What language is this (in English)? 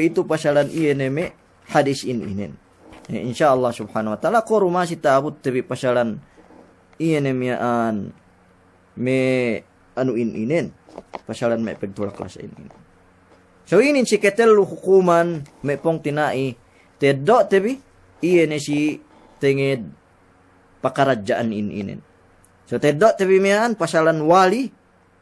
Yakan